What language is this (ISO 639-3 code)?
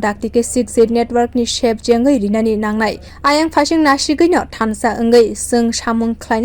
trp